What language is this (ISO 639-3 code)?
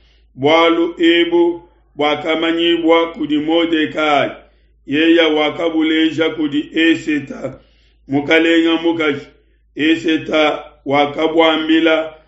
lua